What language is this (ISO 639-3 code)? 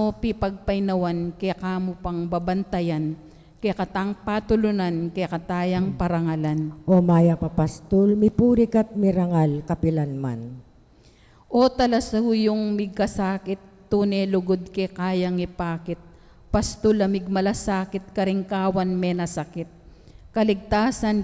pam